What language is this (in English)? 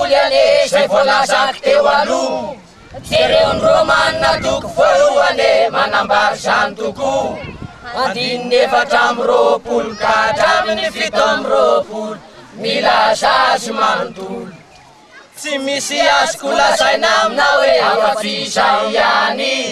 Malagasy